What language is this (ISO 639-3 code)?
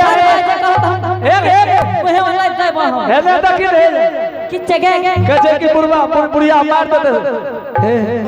anp